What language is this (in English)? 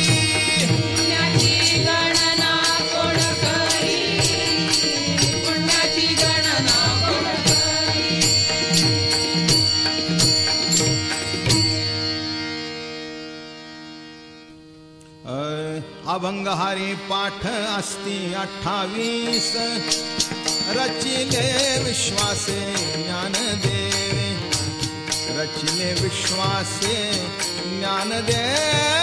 Marathi